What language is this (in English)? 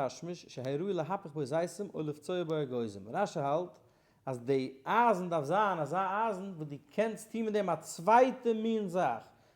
Yiddish